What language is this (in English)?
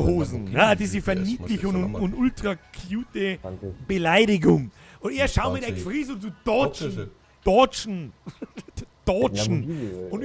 Bavarian